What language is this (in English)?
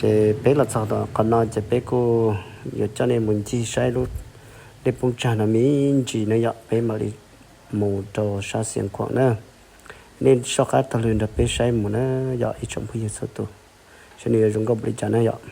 Hmong